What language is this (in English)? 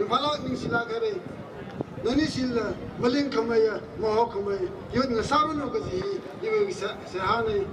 Tangkhul Naga (India)